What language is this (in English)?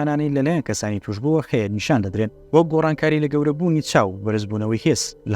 Central Kurdish